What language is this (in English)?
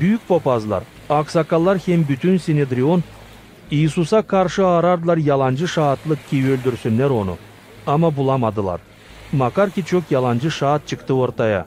Gagauz